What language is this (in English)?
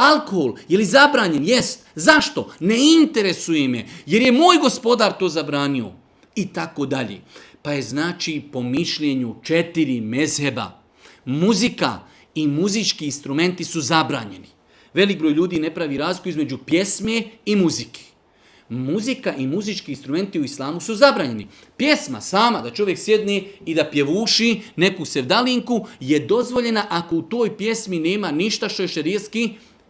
Bosnian